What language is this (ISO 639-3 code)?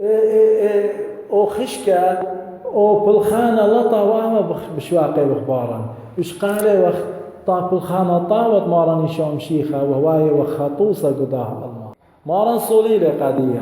aii